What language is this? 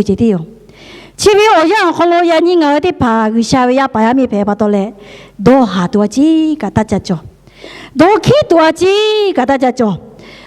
Lahu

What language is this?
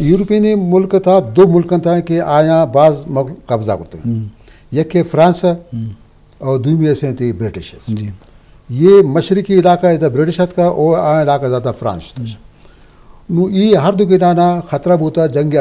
Eastern Balochi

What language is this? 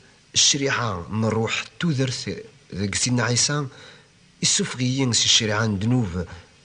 Kabyle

